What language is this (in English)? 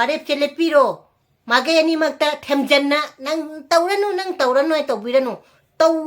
Manipuri